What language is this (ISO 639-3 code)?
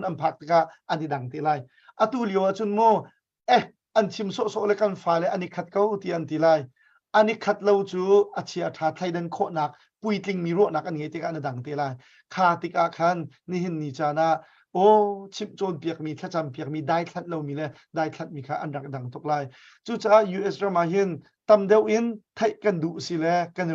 cnh